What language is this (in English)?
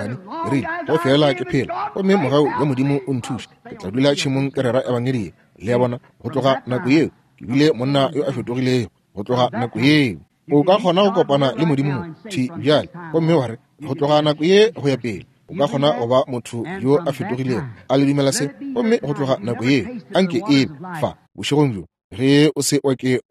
Northern Sotho